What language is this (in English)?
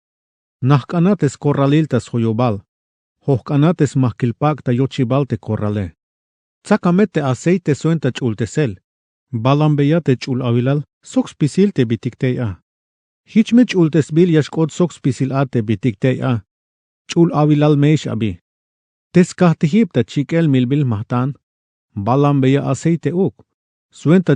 Tzeltal